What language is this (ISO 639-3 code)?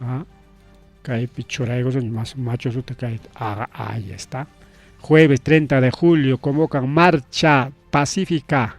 quy